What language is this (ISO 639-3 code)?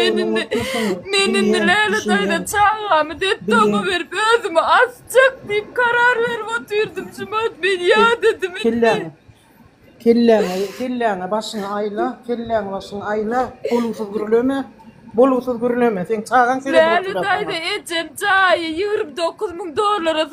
tuk